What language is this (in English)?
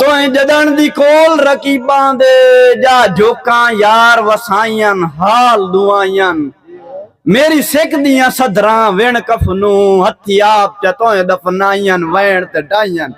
Saraiki